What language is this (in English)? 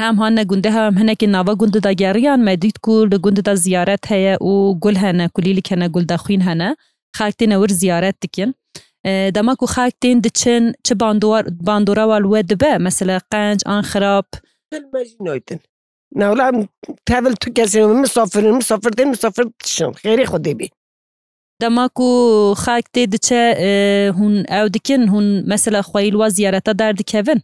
Kurdish